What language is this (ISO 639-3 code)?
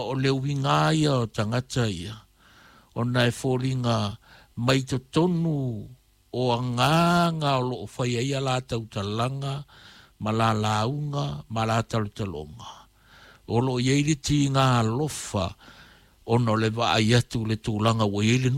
smo